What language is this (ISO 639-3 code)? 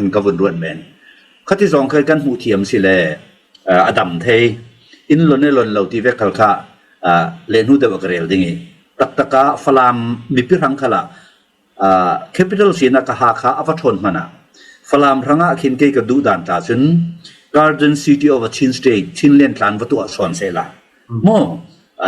cfm